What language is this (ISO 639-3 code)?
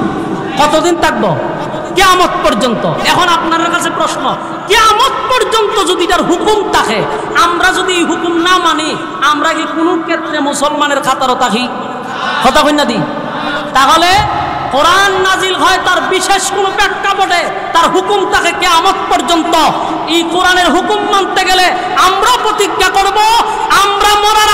ben